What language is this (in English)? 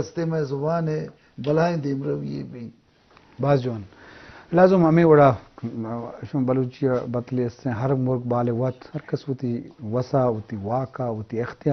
Eastern Balochi